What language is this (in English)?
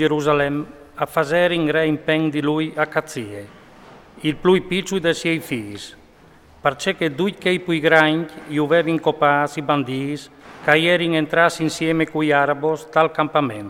Friulian